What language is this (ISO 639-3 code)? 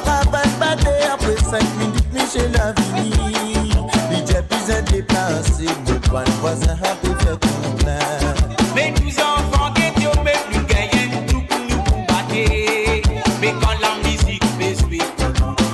mfe